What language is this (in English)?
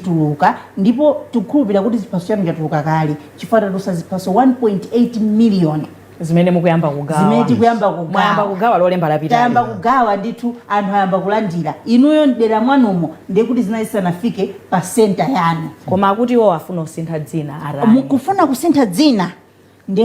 Nyanja